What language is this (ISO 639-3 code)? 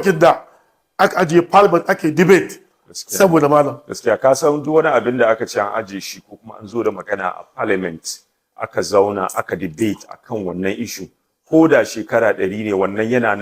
hau